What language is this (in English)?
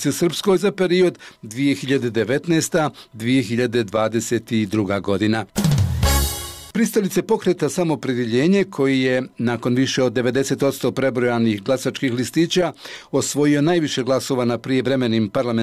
Bosnian